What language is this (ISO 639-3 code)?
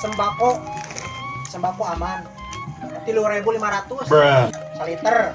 sun